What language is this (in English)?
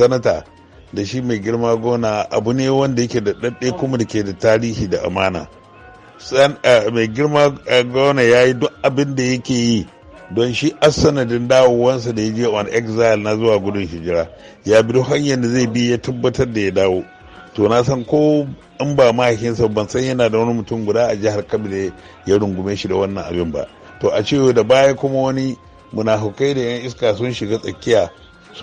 Hausa